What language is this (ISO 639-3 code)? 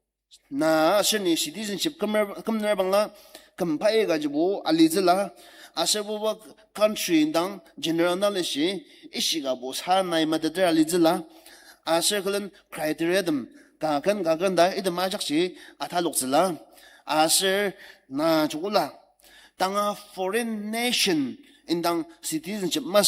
njo